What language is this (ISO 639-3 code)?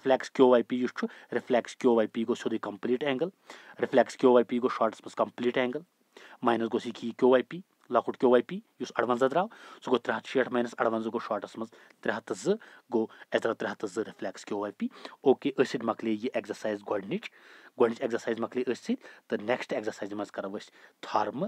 kas